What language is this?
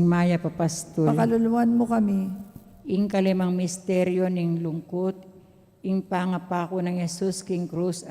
Pampanga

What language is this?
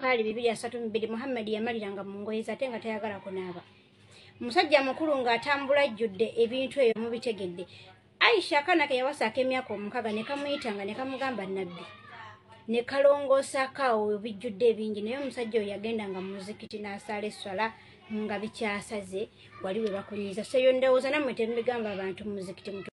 Ganda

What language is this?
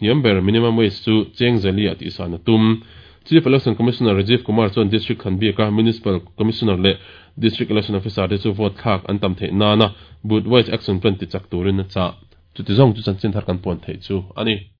Mizo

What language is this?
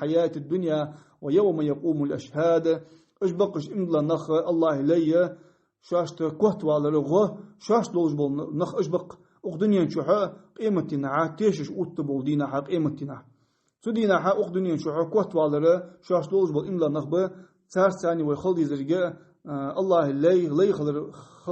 Ingush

